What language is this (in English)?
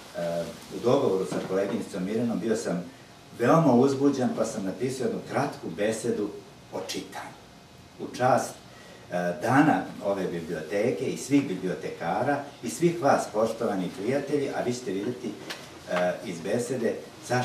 Serbian